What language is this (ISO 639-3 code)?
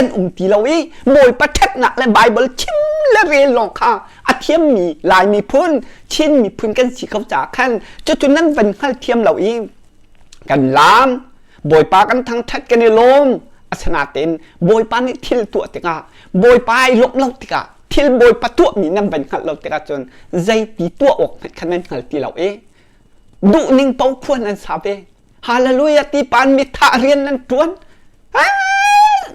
cnh